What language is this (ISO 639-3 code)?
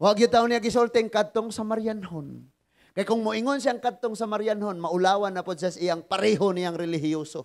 ceb